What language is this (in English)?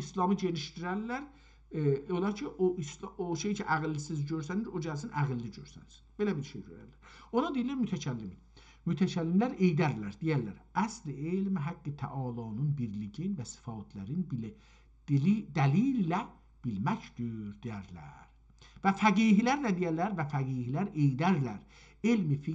South Azerbaijani